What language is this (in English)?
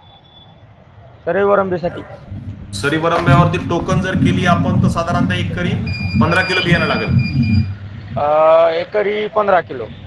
Marathi